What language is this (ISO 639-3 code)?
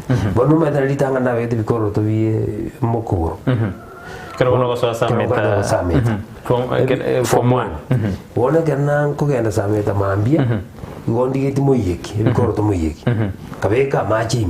guz